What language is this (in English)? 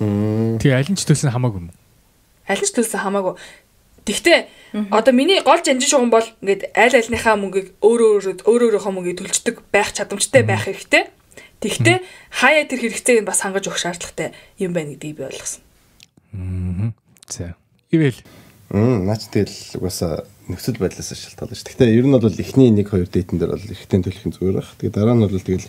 Mongolian